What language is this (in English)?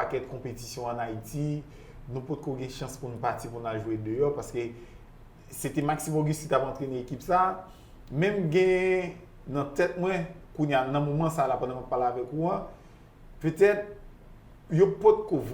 Haitian Creole